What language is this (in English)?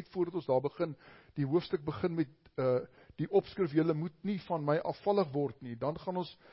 Afrikaans